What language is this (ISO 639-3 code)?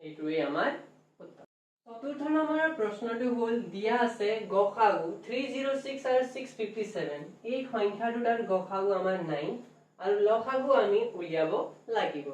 asm